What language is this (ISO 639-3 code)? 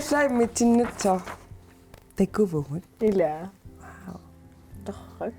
kal